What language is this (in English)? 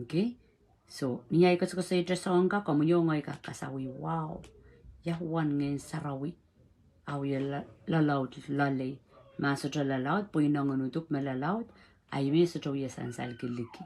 Pohnpeian